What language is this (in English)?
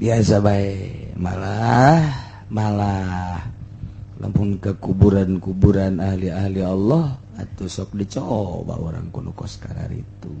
Sundanese